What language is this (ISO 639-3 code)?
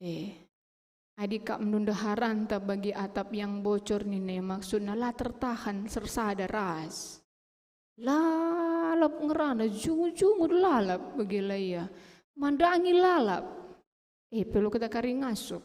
btx